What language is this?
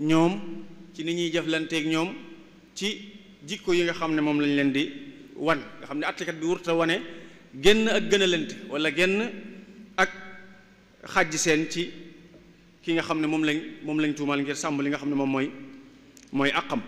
Wolof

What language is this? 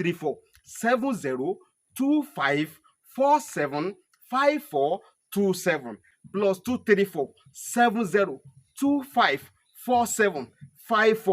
Yoruba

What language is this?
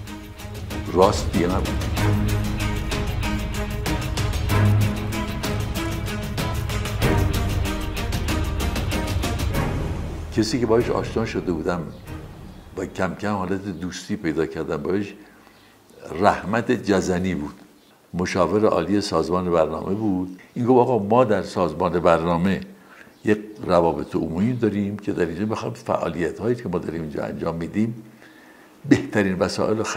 Persian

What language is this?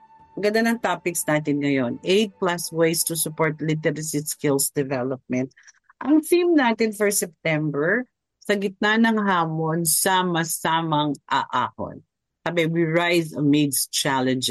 Filipino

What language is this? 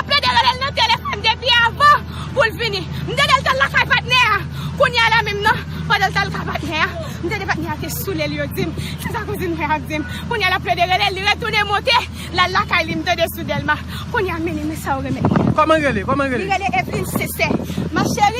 Haitian Creole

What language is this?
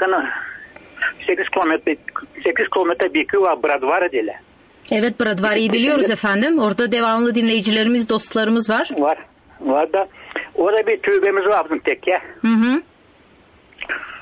Turkish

